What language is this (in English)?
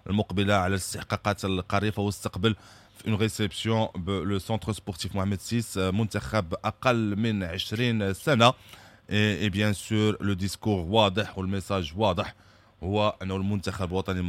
Moroccan Arabic